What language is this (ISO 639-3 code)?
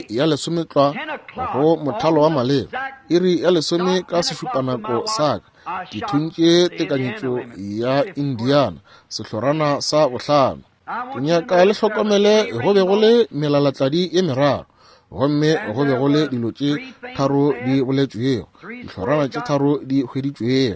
nso